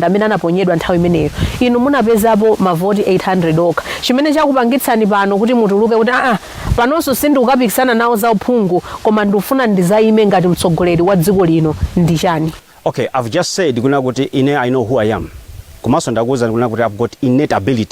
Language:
Nyanja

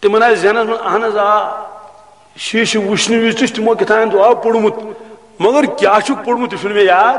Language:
Kashmiri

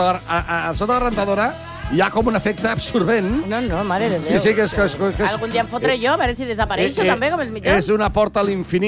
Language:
Catalan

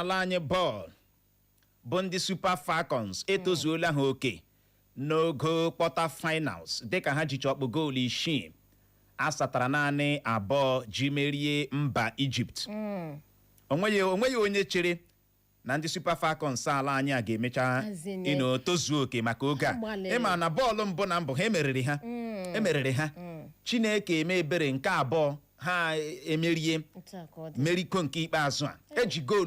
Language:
Igbo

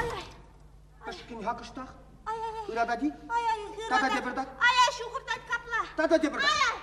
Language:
Chuvash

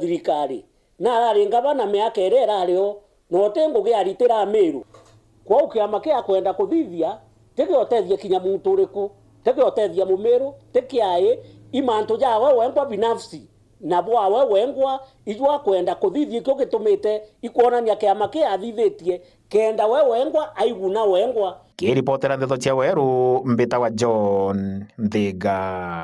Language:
Meru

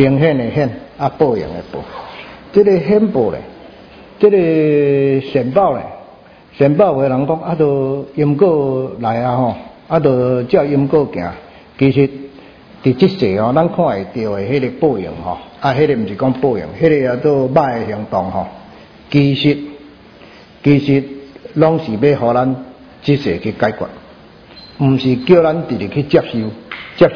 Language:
Min Nan Chinese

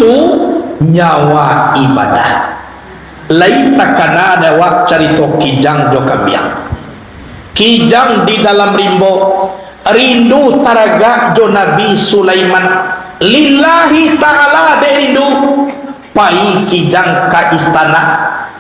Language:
Minangkabau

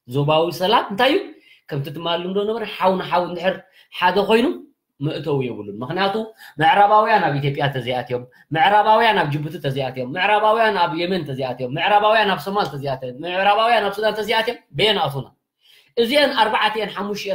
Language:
Tigrinya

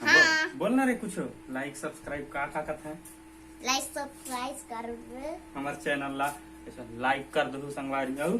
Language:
Chhattisgarhi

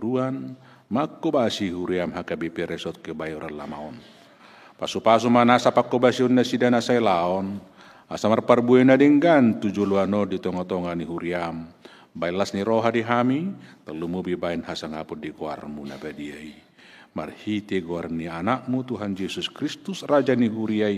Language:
Batak Toba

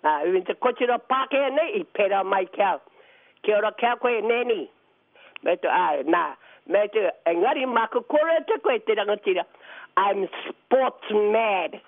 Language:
Māori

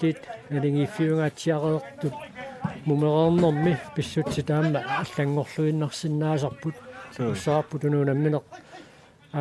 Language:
Kalaallisut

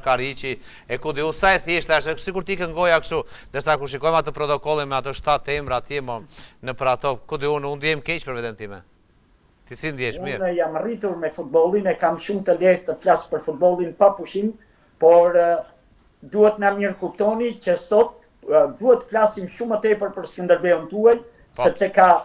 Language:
Albanian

